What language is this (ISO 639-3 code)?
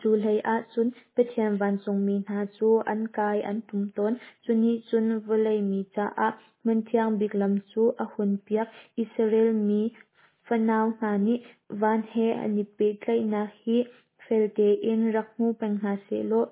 cnh